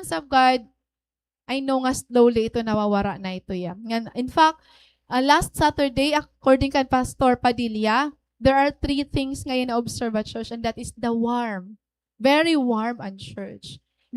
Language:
Waray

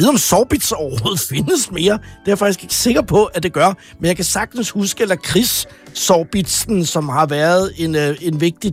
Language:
Danish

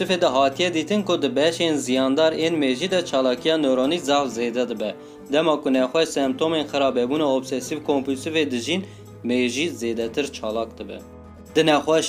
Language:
Kurdish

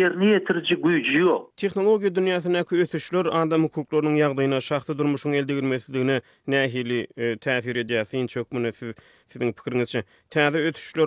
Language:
Turkmen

